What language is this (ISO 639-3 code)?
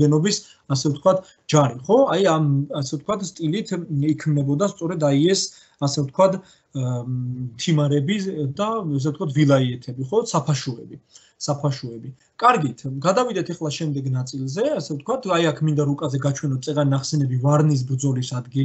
kat